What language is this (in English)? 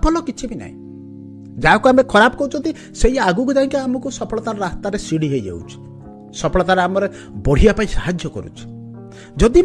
Odia